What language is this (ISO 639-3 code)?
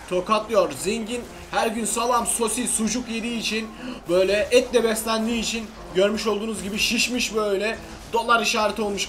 tur